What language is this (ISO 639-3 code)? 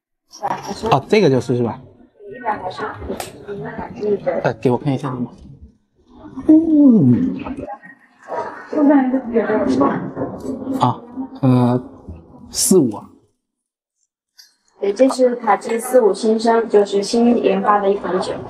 zho